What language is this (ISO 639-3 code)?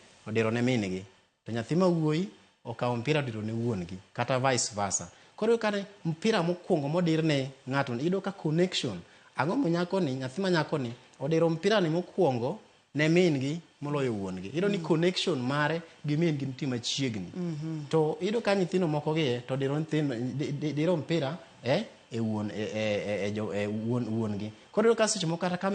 luo